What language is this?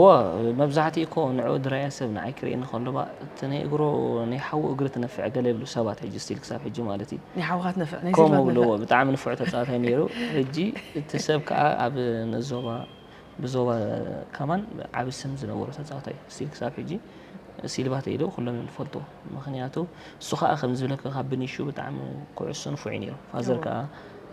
Tigrinya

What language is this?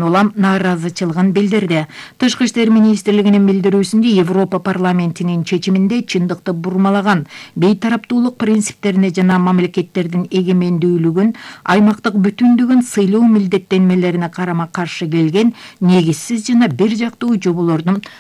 Kyrgyz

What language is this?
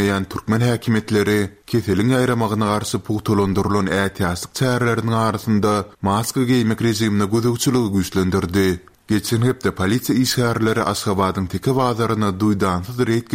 Turkmen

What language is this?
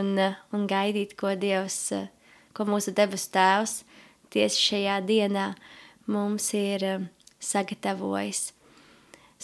Latvian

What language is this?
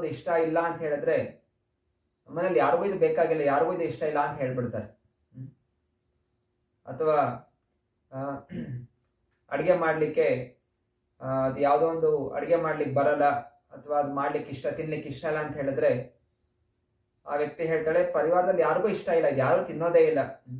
Kannada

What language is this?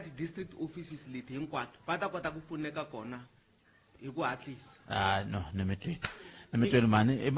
Tsonga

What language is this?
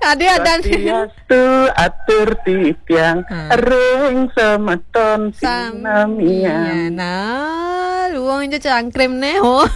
Balinese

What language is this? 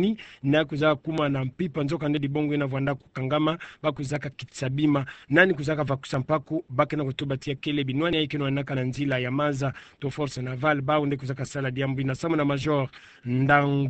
Kituba (Democratic Republic of Congo)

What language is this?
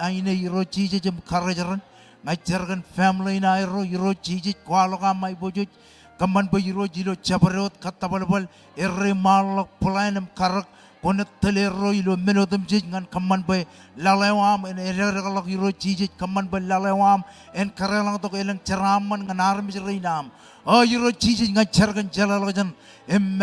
Marshallese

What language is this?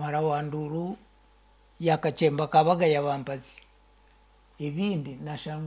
Kinyarwanda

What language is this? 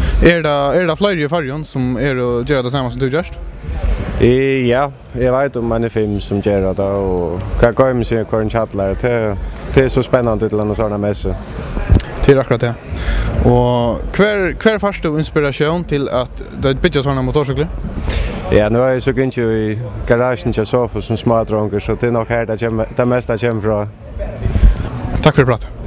Faroese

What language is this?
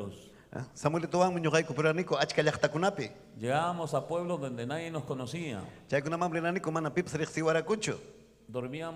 Ayacucho Quechua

